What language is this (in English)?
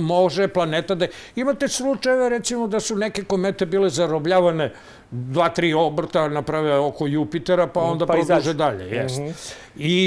Serbian